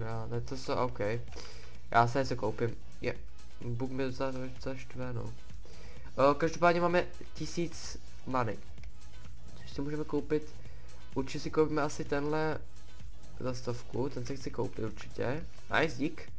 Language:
Czech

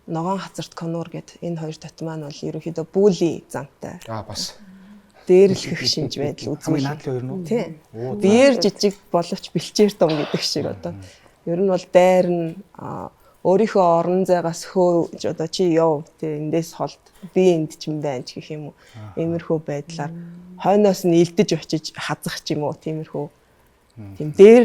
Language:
Mongolian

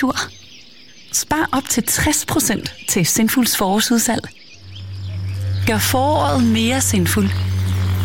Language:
Danish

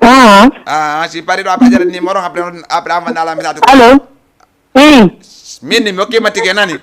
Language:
Fula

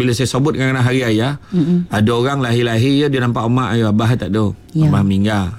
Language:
Malay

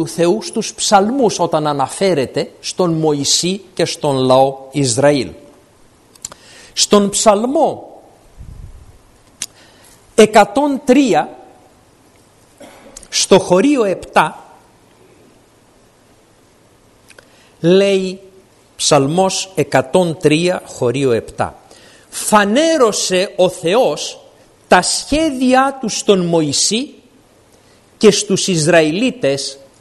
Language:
Greek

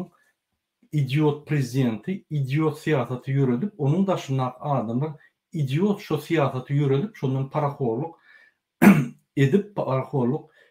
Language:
Turkmen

